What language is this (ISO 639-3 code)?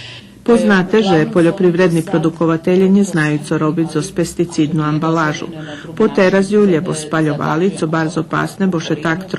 rue